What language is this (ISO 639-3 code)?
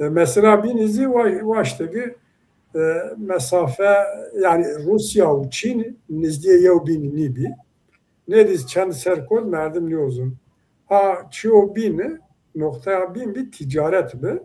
zza